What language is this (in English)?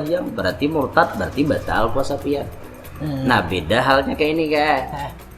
Banjar